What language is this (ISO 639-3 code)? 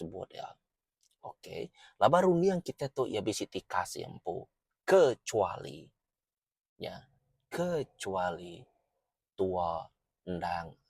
iba